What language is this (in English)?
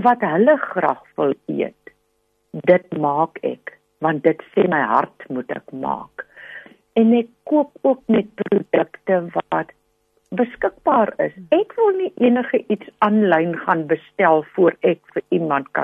Afrikaans